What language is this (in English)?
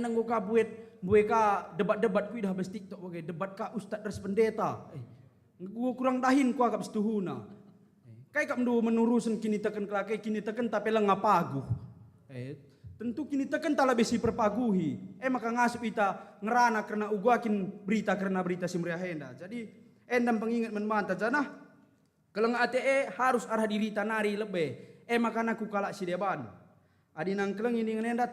Batak Karo